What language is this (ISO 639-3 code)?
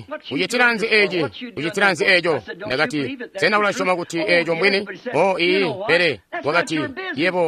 toi